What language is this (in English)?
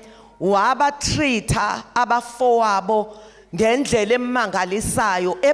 Zulu